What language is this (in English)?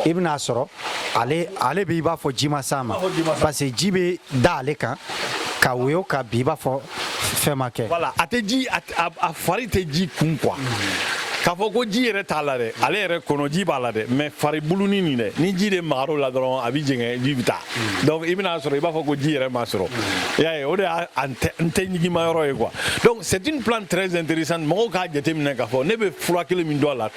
Bambara